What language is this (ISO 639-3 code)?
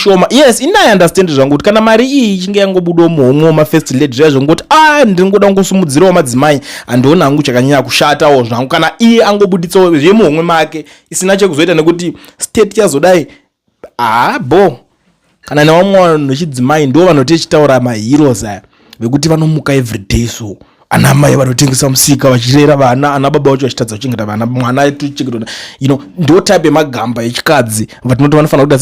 sna